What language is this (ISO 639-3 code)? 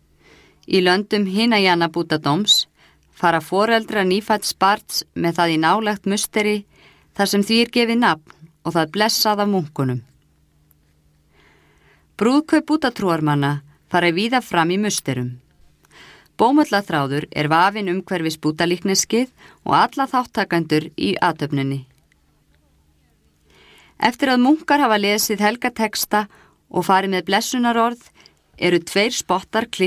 isl